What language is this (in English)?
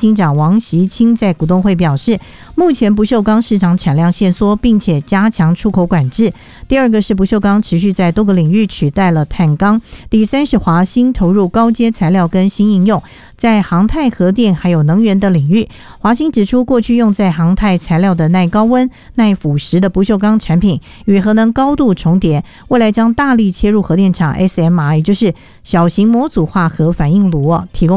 Chinese